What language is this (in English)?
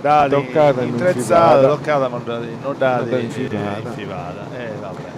Sardinian